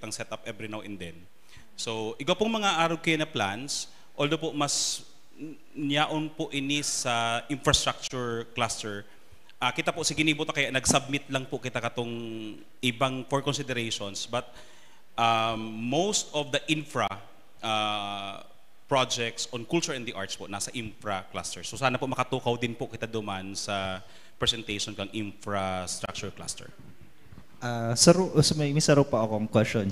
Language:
Bikol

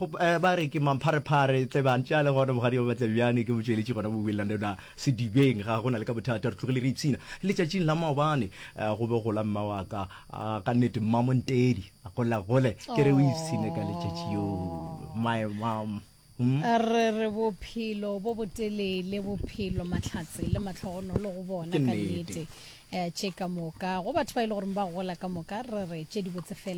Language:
Northern Sotho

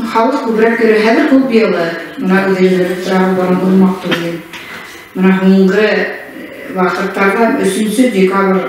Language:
Bashkir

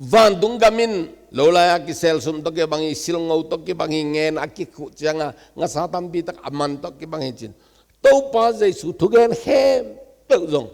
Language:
Tedim Chin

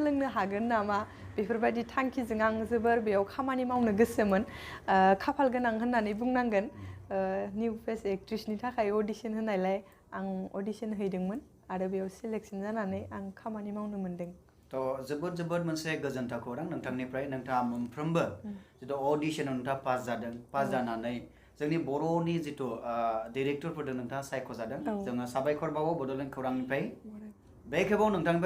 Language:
Bodo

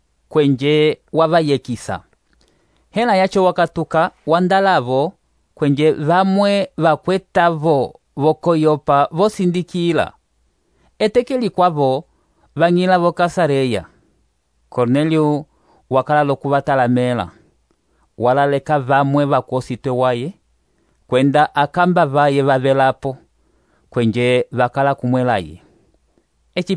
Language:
Umbundu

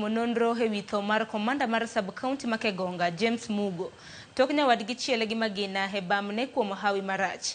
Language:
Luo (Kenya and Tanzania)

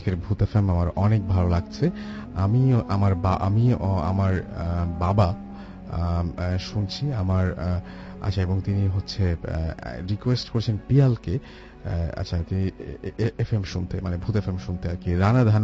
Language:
Bangla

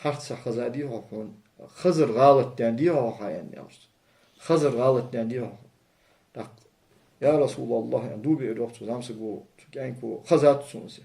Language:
Ingush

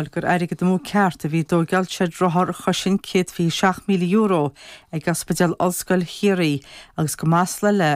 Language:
Irish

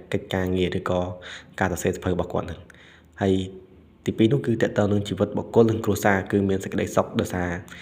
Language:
Khmer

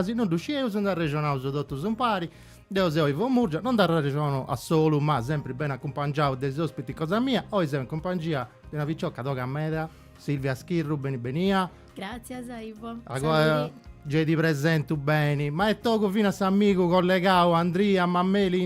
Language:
Sardinian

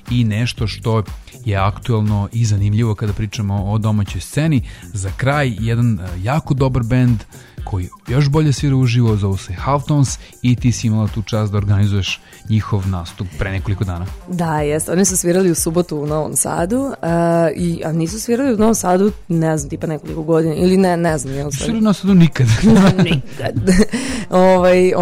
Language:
Serbian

